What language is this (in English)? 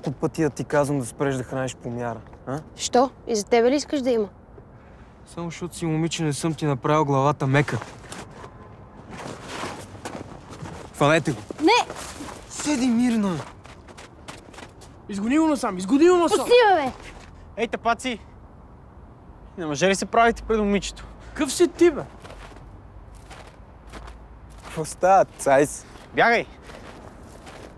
Bulgarian